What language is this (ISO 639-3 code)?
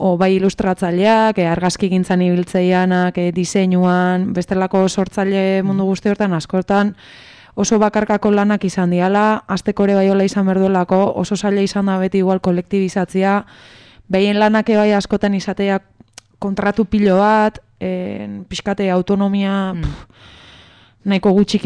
eus